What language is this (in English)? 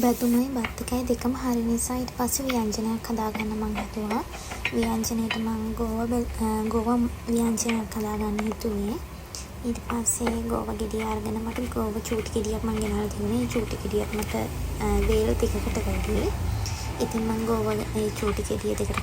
Sinhala